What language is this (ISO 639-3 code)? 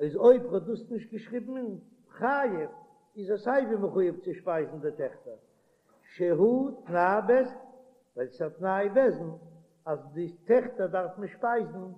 yid